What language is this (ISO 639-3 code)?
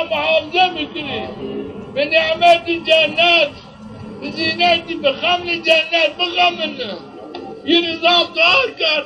zza